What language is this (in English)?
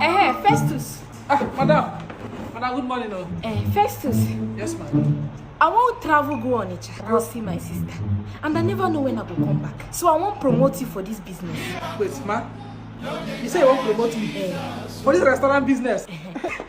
Nigerian Pidgin